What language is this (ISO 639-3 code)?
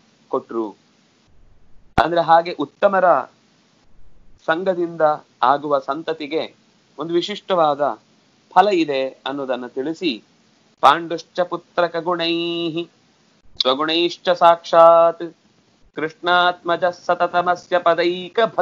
kan